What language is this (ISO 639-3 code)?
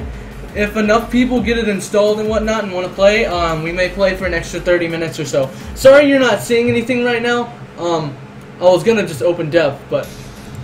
eng